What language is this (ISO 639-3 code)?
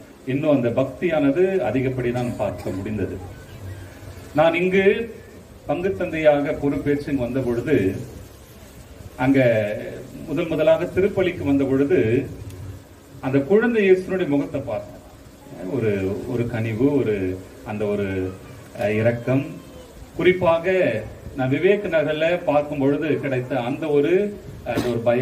tam